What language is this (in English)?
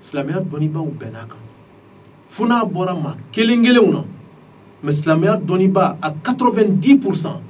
Bambara